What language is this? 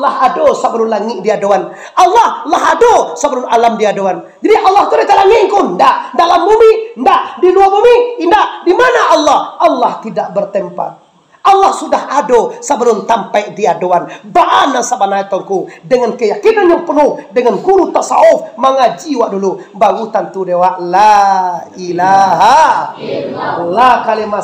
Minangkabau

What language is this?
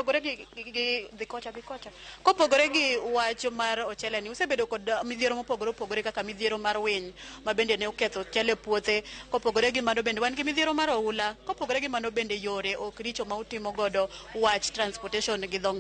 Luo (Kenya and Tanzania)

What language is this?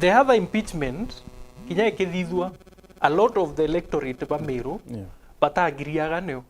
Meru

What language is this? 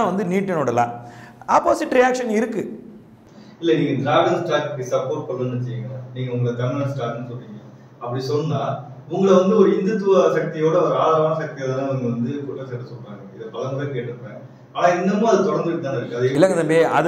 Tamil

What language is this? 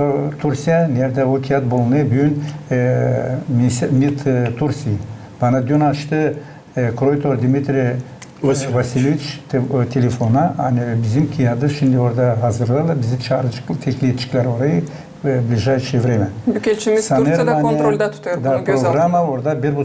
Gagauz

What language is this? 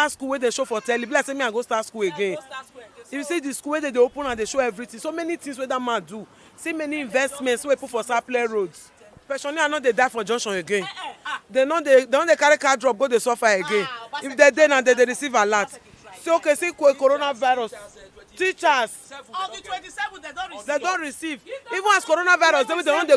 Nigerian Pidgin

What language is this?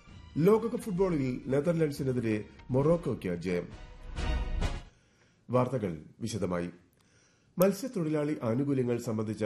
Malayalam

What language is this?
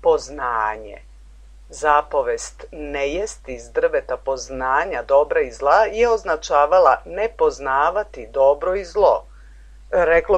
Serbian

